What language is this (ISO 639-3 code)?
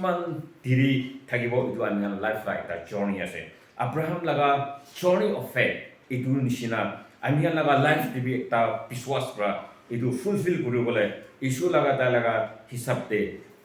nag